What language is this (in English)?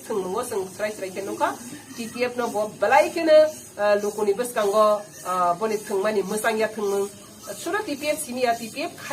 Kok Borok